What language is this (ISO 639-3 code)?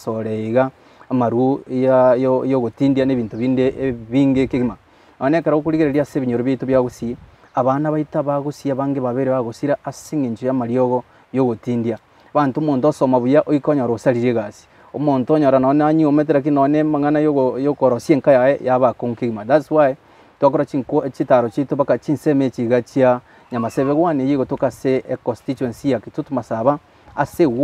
guz